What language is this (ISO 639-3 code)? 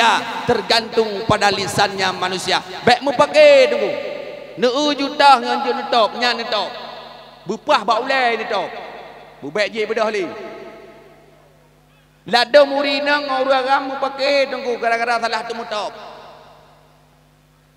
ace